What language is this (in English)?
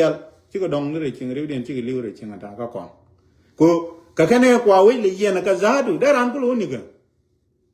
Nuer